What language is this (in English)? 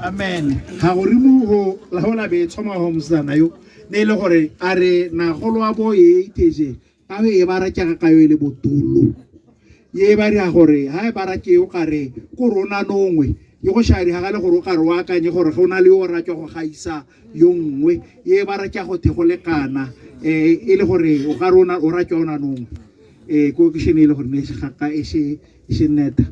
Tswana